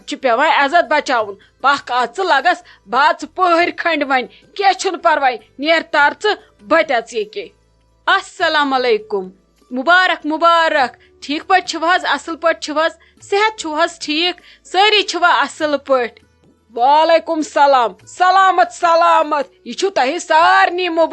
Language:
Kashmiri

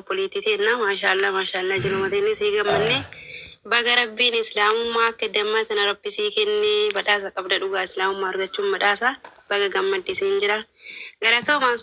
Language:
Oromo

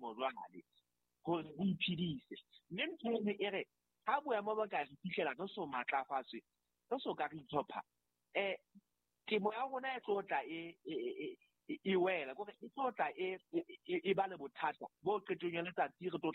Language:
Southern Sotho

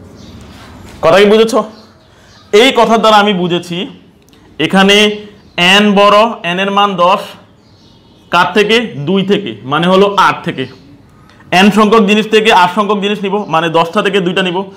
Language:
Bangla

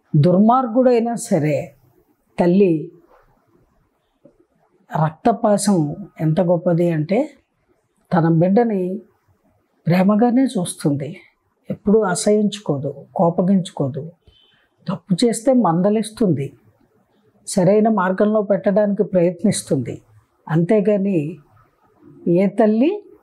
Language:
Telugu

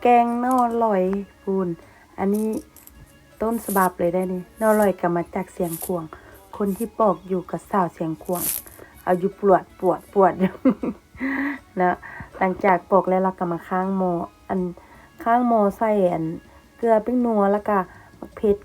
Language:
Lao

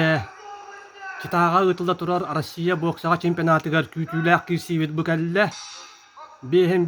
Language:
Yakut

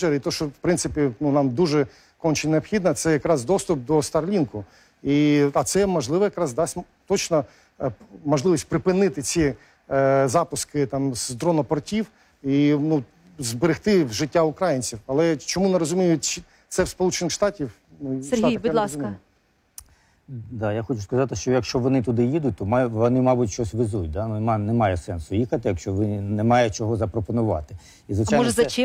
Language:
Ukrainian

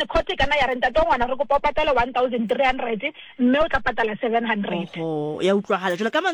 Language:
Southern Sotho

